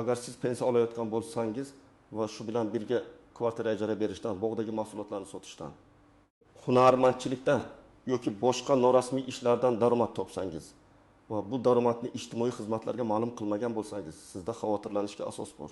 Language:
Uzbek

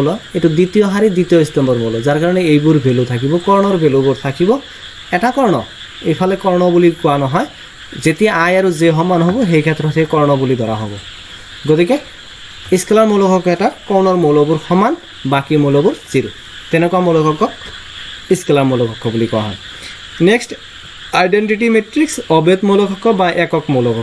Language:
Assamese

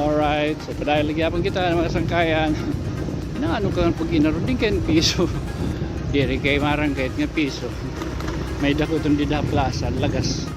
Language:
Waray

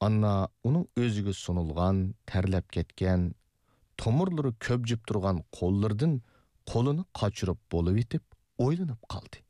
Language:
Uyghur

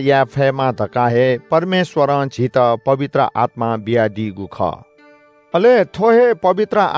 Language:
Newari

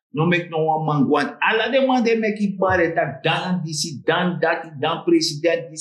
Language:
Sranan Tongo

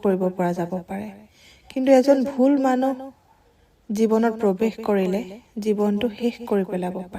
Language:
Assamese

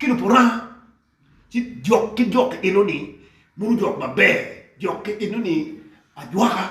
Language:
Acoli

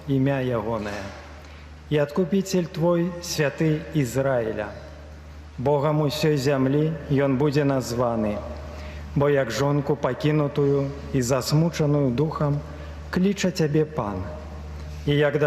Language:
Belarusian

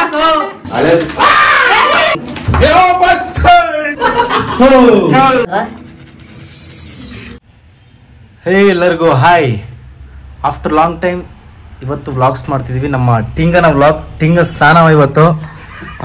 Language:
Kannada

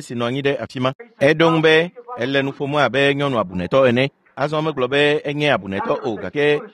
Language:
Ewe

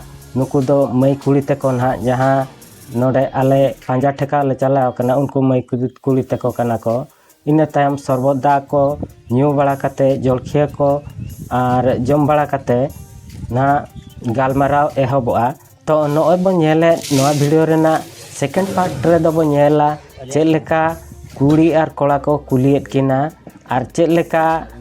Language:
Santali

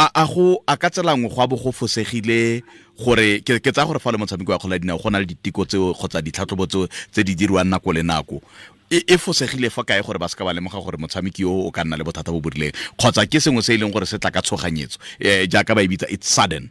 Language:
Tswana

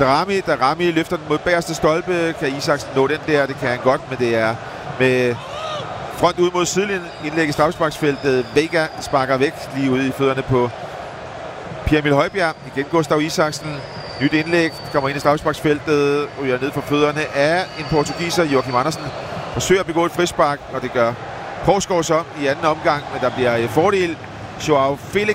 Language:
Danish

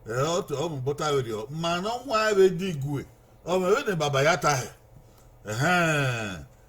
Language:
Bini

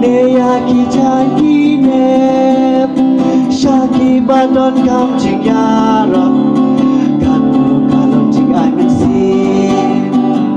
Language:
Khasi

